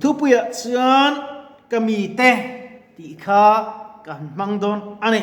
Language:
Mizo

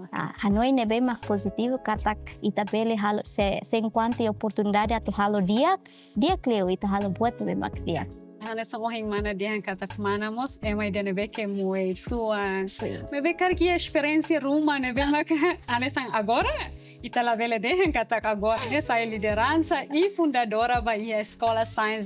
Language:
Tetum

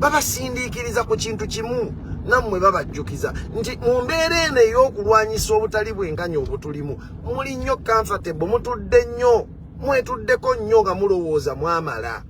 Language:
Ganda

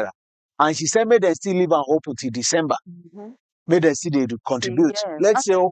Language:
Nigerian Pidgin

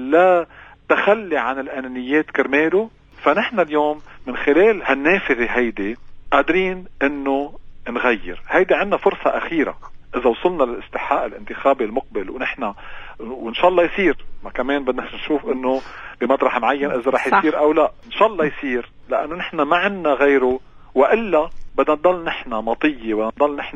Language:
North Levantine Arabic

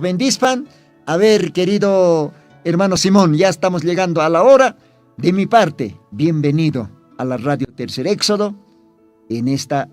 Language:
Aymara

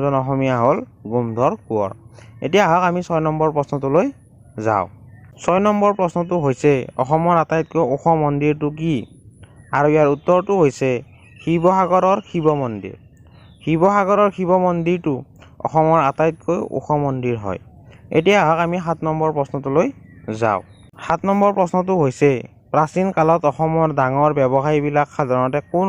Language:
Assamese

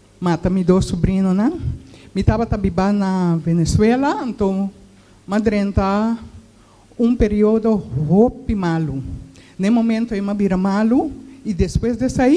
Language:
Papiamento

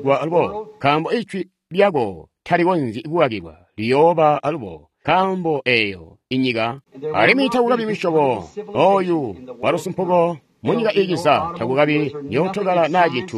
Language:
Tonga (Zambia)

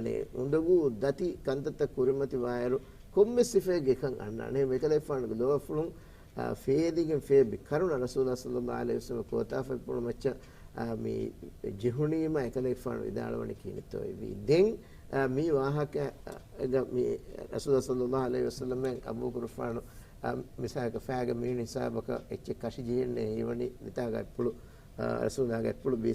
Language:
Divehi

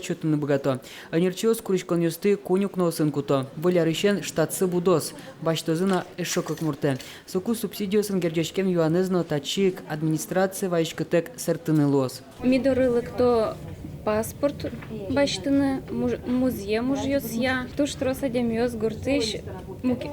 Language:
Udmurt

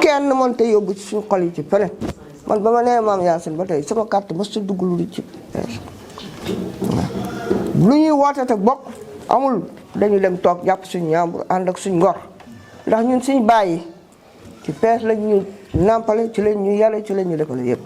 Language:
Wolof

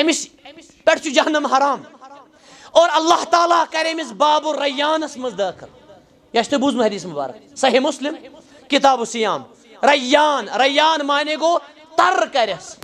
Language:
Kashmiri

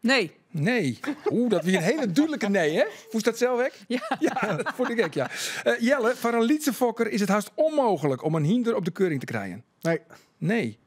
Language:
Western Frisian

